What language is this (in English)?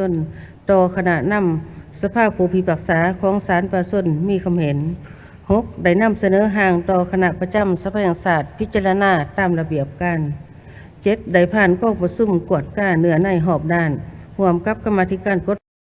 Lao